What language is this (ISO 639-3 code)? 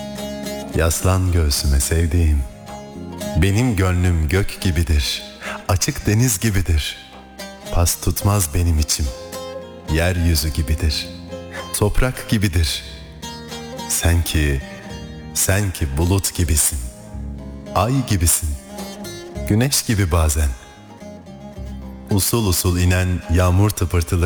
tur